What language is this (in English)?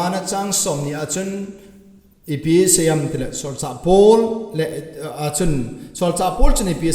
Thado Chin